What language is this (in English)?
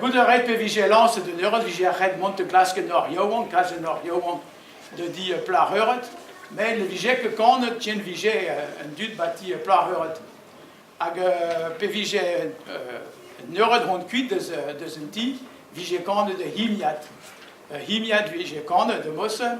Breton